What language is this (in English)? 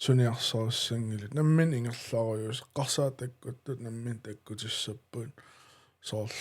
Kalaallisut